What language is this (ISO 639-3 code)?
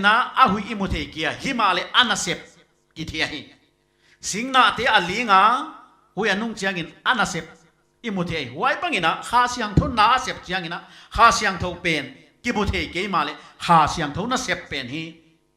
pck